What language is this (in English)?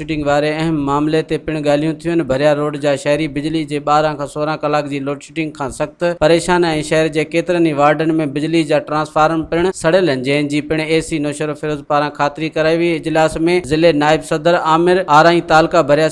Sindhi